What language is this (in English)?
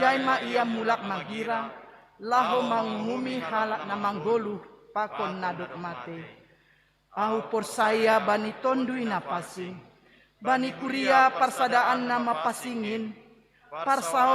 Batak Simalungun